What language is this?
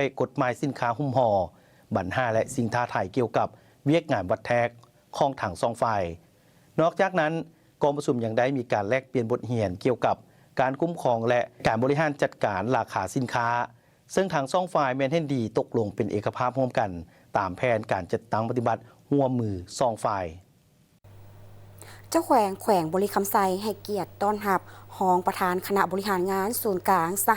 Lao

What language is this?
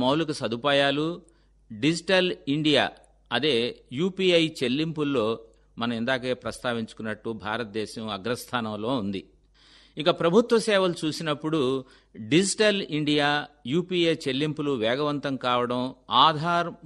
Telugu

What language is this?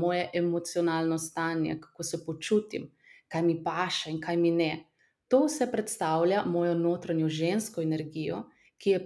Slovenian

